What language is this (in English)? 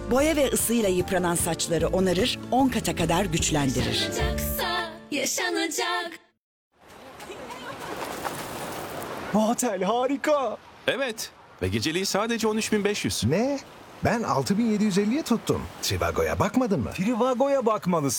Turkish